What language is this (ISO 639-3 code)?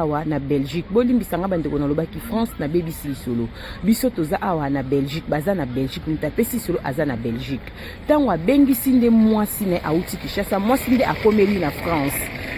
lin